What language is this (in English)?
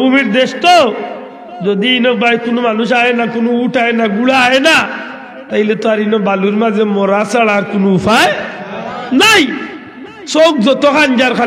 Sylheti